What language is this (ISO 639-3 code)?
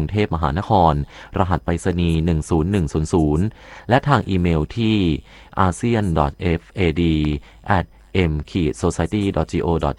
tha